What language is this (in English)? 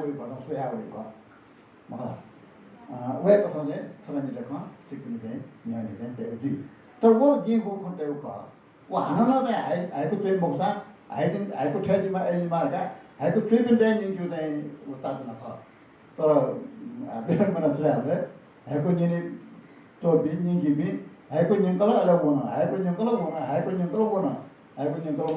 Newari